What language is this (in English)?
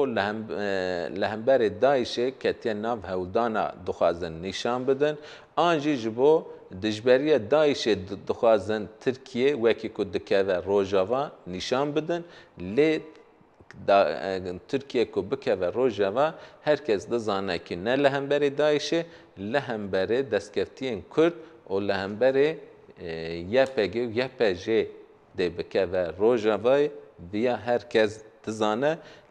Kurdish